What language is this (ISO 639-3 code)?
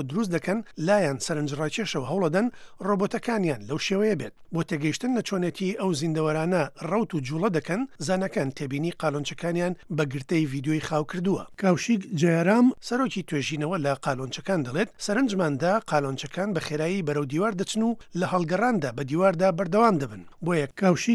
ckb